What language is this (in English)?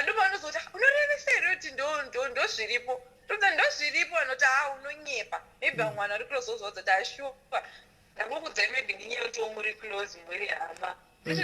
Shona